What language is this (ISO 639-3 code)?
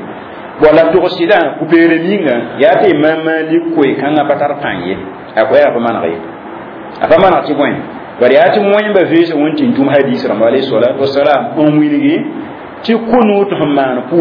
mos